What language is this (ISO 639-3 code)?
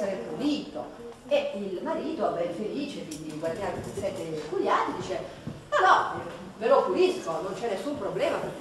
ita